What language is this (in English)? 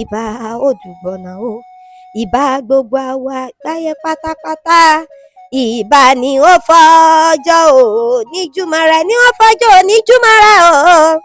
Yoruba